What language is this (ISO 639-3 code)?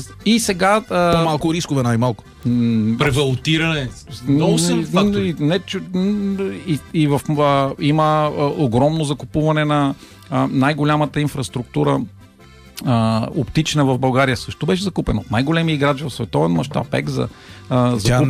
bul